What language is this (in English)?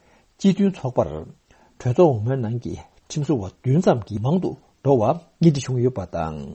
Tibetan